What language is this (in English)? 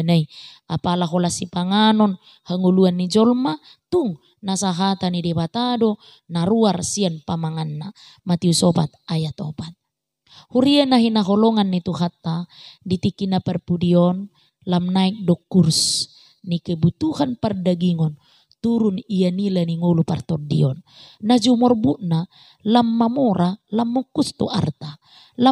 Batak Toba